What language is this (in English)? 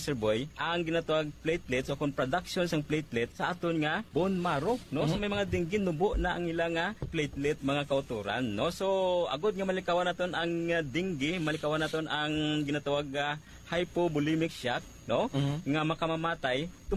Hiligaynon